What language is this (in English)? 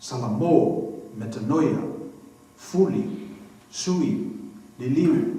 Samoan